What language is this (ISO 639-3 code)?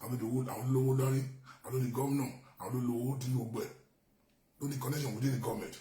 yor